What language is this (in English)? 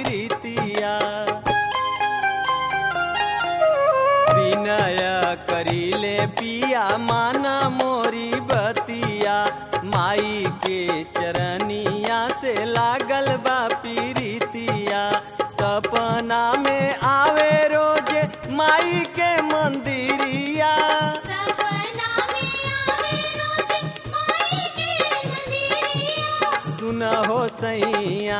Bhojpuri